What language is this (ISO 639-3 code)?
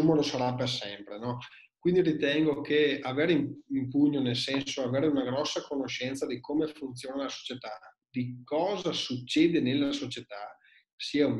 ita